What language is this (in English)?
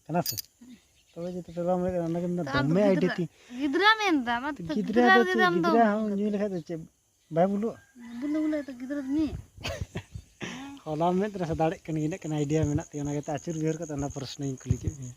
Santali